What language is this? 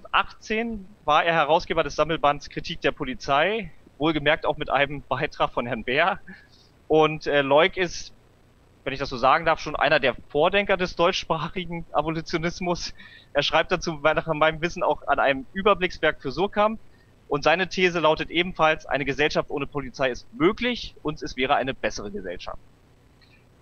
German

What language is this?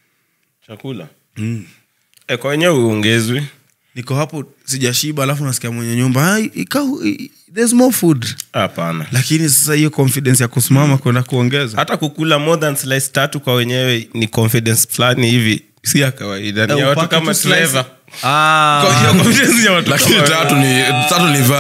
Swahili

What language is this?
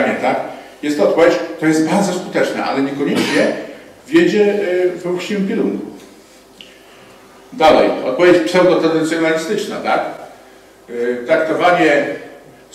Polish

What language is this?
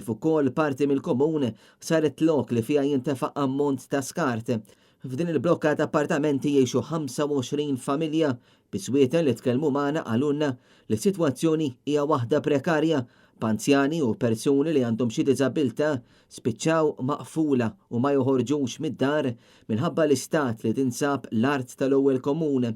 Maltese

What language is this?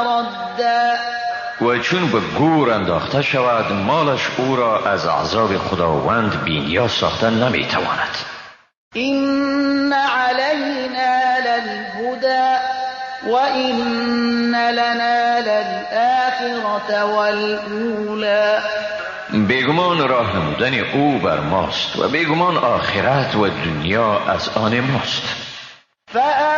Persian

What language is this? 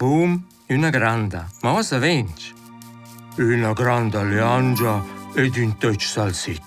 Romansh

